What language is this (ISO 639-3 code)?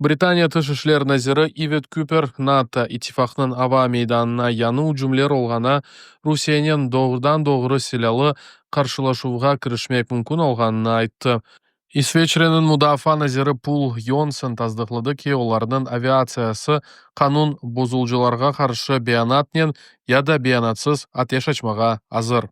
crh